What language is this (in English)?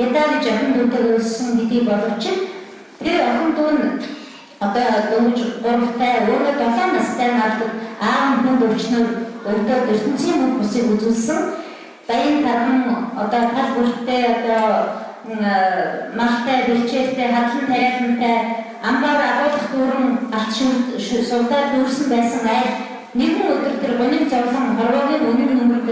Mongolian